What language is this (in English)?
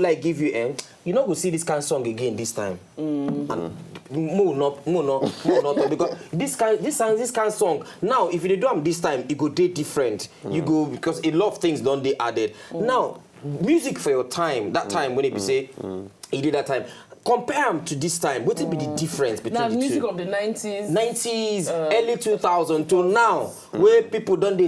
Nigerian Pidgin